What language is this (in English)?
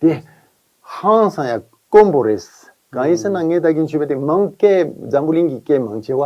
Tibetan